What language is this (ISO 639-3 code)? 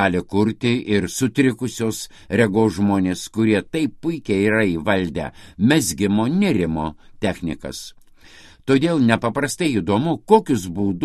lit